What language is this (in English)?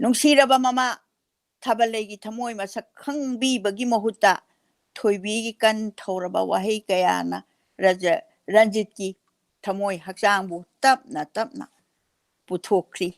Manipuri